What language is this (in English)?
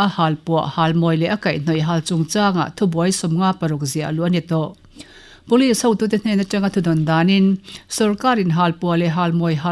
Mizo